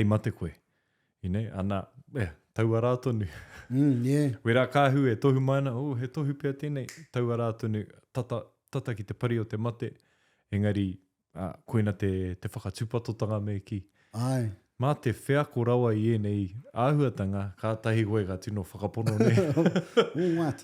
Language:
Māori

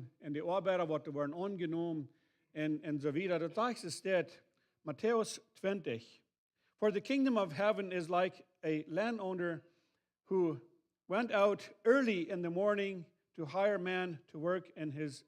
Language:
Plautdietsch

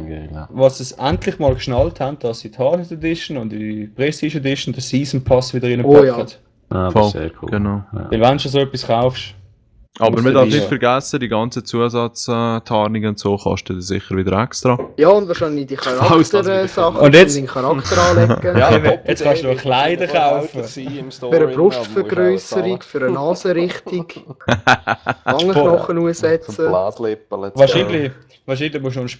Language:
Swiss German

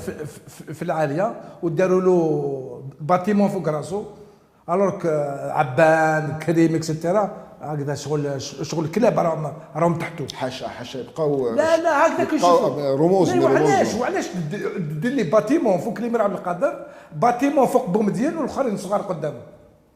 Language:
Algerian Arabic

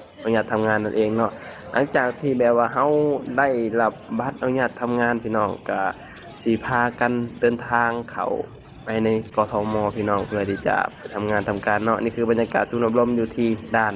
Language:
Lao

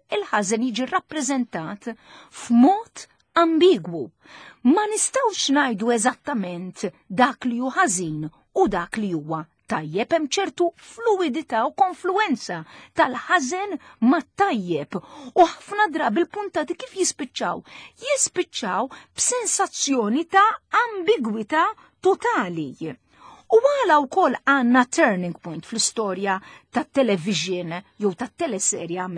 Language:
Maltese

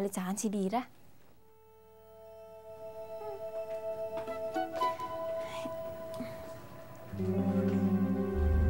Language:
Filipino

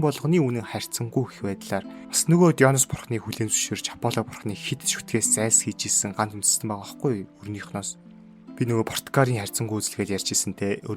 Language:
Mongolian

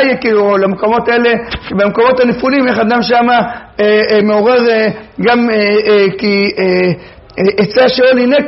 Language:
Hebrew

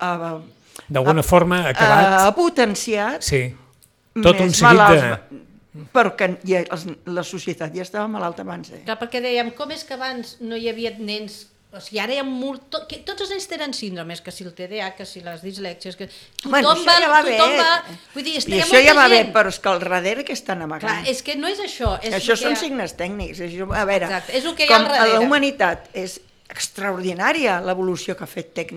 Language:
Catalan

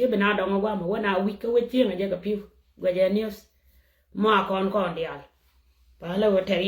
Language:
Nuer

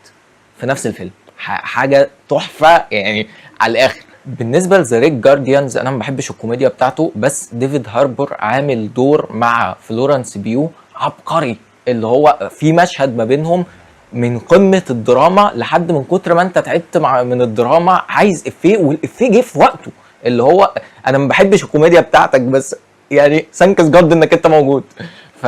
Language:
Egyptian Arabic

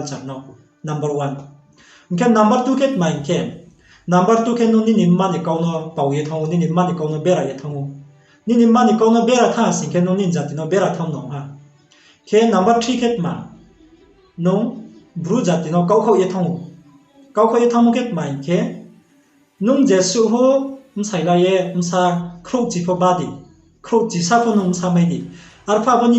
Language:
Riang (India)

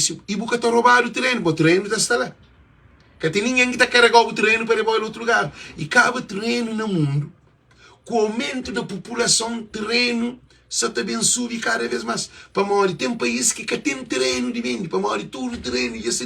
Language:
Kabuverdianu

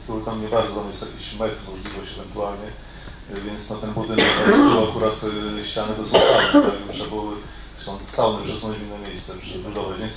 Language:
Polish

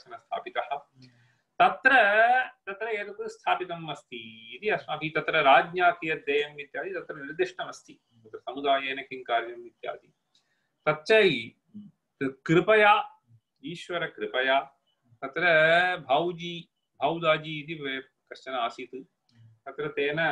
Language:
Sanskrit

